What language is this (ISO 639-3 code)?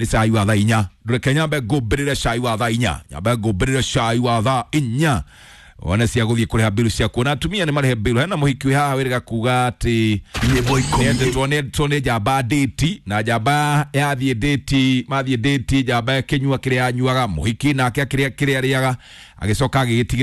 kik